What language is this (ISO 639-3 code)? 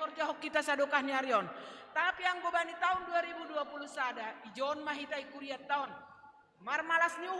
bts